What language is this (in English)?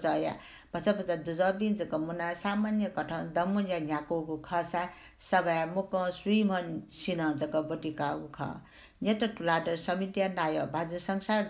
Newari